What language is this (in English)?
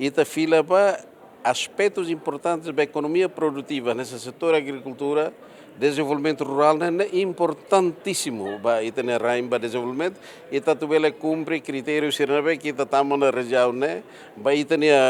Tetum